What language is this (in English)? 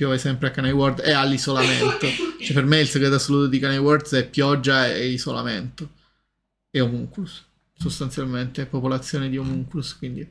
Italian